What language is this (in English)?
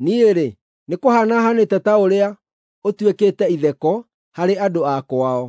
Kikuyu